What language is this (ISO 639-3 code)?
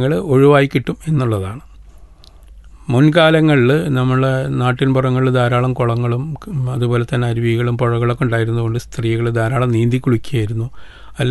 mal